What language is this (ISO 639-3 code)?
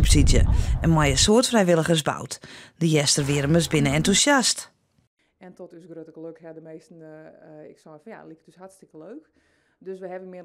fry